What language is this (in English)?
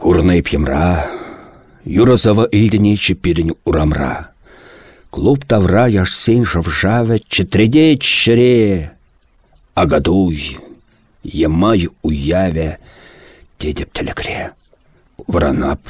Chuvash